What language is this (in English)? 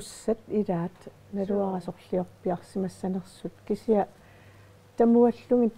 Kalaallisut